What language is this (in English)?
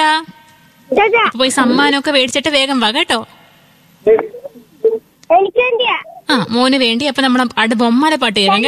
Malayalam